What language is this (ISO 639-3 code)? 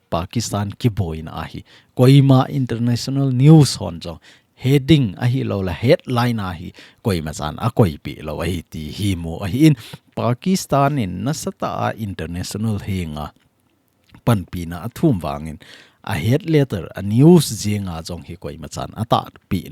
tcz